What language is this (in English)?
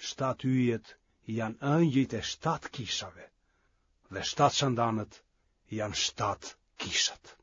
Albanian